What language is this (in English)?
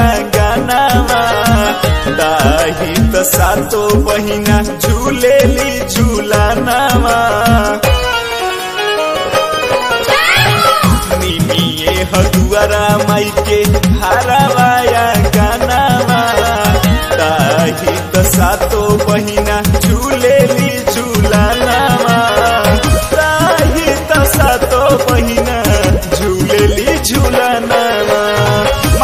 Bhojpuri